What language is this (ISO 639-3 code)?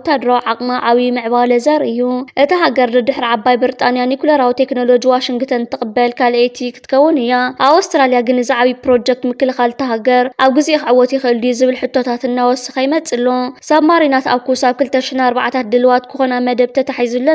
tir